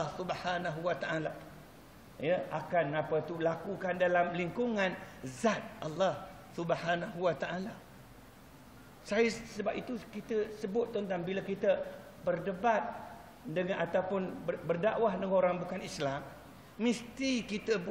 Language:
Malay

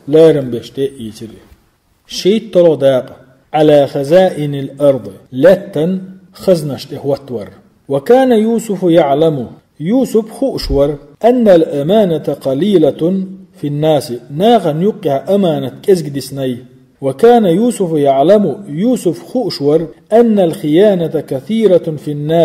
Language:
Chechen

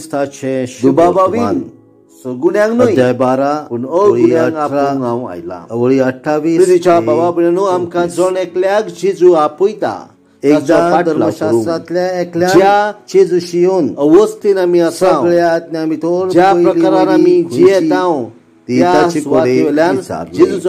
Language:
Konkani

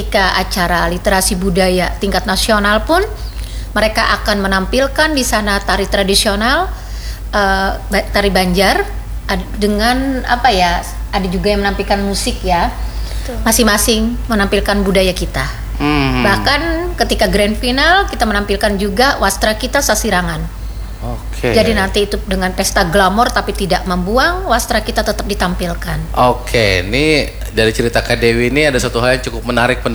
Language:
Indonesian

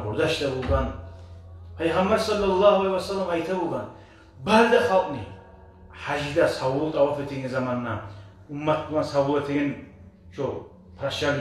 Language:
Kumyk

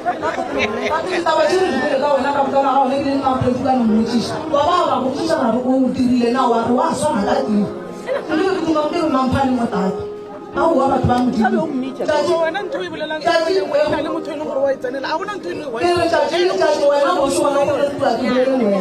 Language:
Northern Sotho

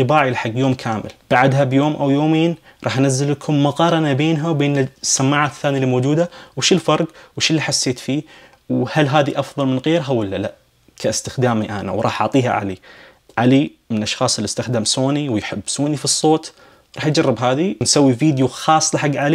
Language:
Najdi Arabic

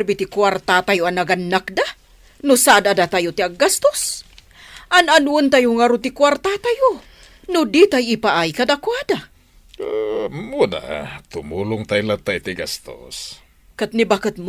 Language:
Iloko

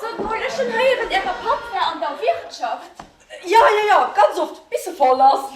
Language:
Luxembourgish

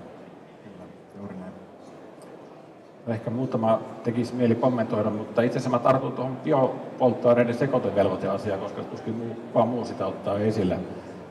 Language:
Finnish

